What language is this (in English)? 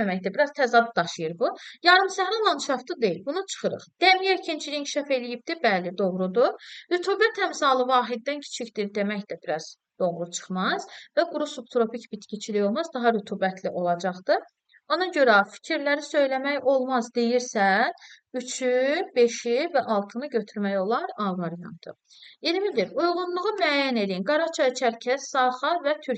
Azerbaijani